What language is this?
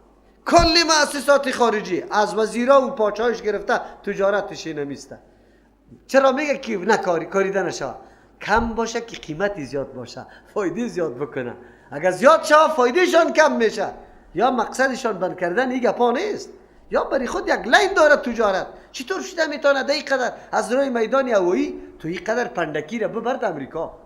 Persian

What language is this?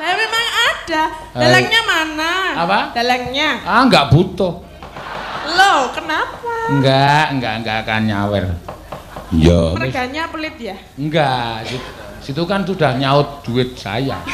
Javanese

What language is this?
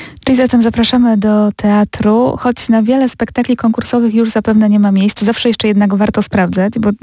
Polish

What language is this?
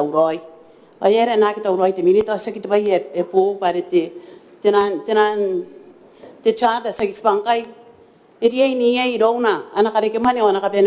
Gilbertese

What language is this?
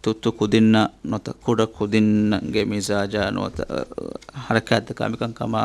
Divehi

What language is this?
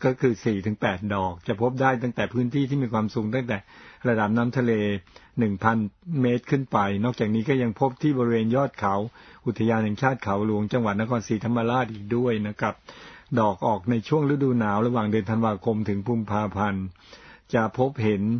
Thai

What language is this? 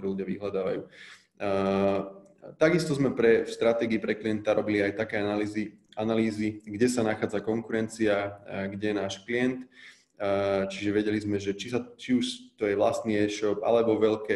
Slovak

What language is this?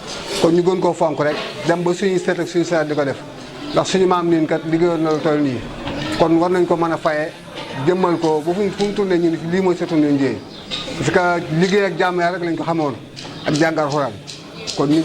Wolof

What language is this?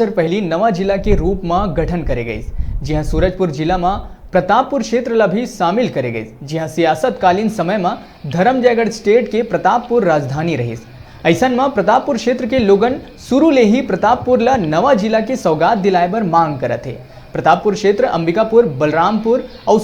Chhattisgarhi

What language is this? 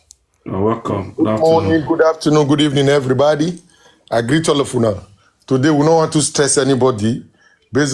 Nigerian Pidgin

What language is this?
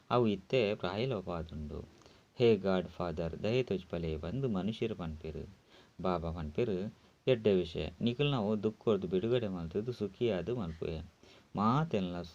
Tulu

